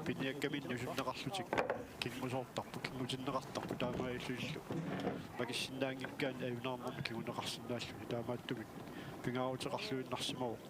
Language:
Kalaallisut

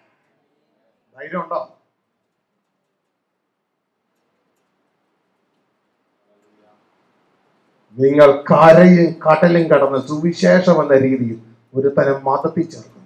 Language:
Malayalam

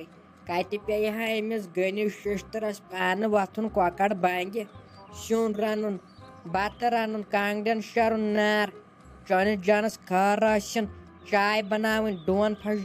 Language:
Kashmiri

